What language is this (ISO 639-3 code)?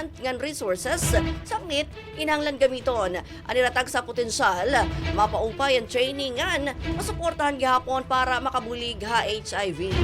war